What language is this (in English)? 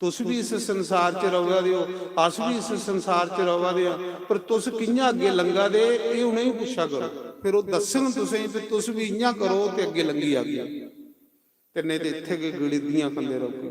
Dogri